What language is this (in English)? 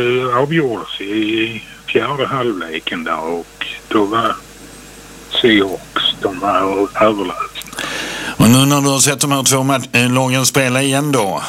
Swedish